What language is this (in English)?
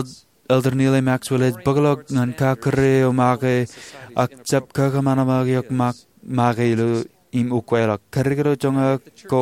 Marshallese